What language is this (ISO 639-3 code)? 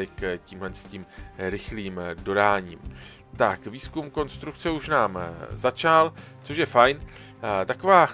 ces